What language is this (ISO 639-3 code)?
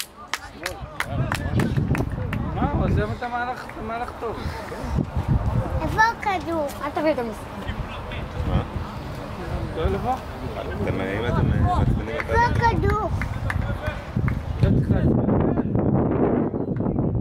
heb